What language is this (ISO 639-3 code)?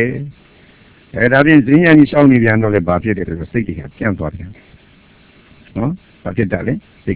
mya